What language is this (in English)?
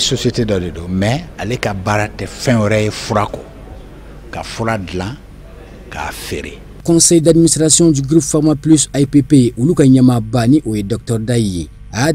Bambara